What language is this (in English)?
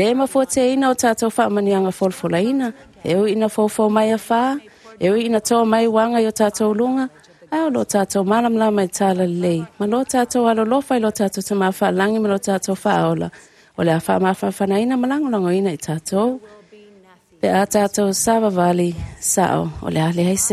Samoan